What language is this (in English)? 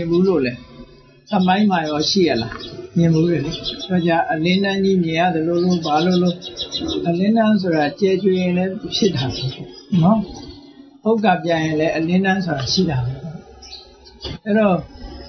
Burmese